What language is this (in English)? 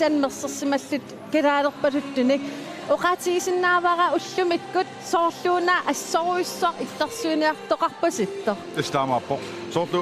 Kalaallisut